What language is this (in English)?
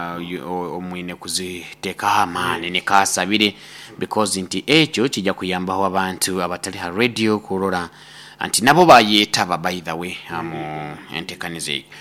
Nyoro